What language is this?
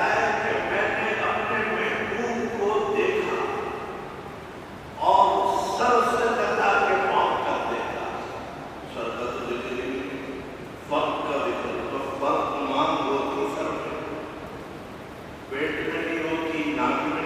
Urdu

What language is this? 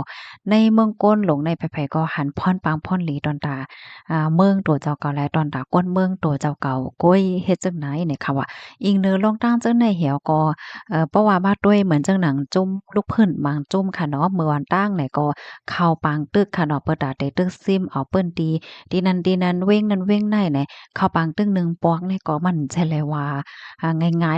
Shan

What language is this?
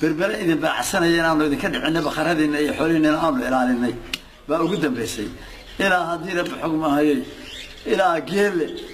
Somali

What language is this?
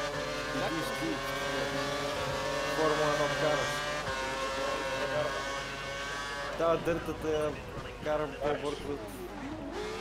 Bulgarian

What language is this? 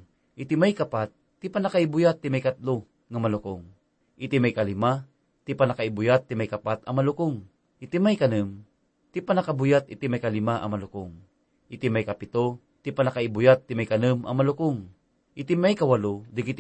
Iloko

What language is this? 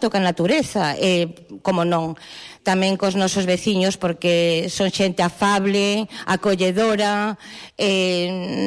Galician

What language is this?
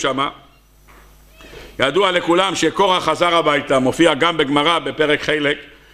Hebrew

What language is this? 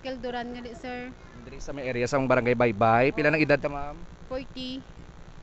Hiligaynon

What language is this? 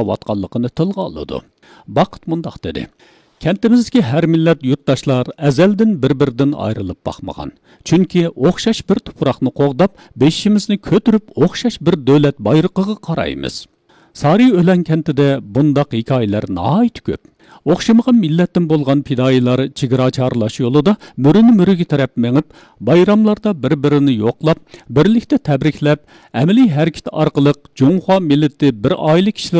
Uyghur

